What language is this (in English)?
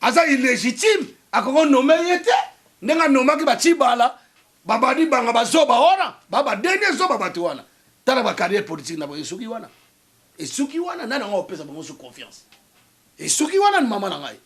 Lingala